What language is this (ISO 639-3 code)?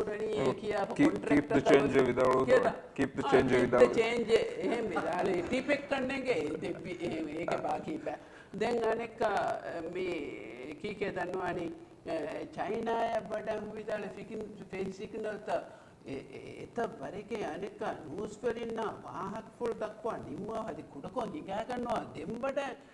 div